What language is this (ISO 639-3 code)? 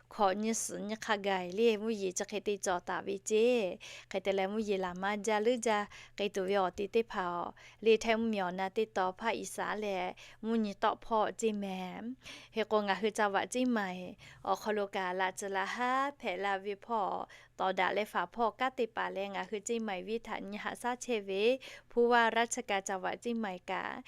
lhu